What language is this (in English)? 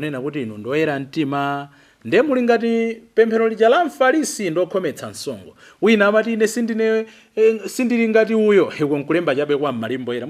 Nyanja